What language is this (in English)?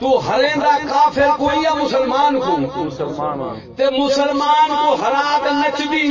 Saraiki